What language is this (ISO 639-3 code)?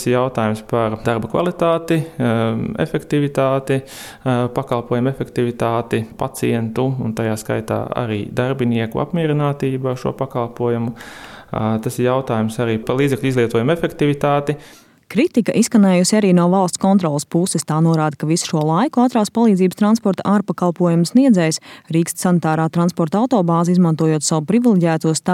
lav